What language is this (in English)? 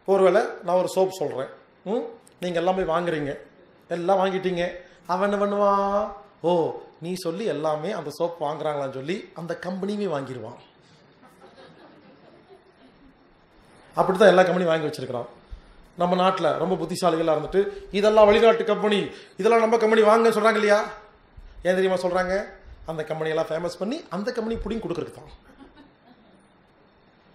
Tamil